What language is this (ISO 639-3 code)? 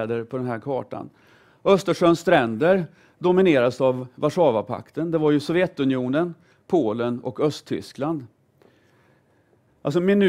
swe